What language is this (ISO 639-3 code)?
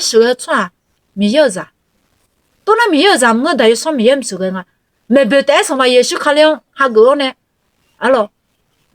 ahk